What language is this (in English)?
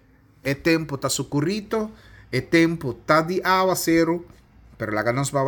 Papiamento